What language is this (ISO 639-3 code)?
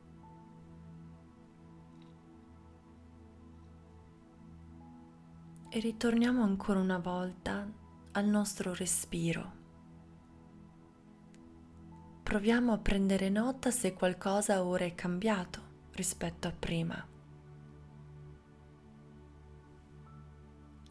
ita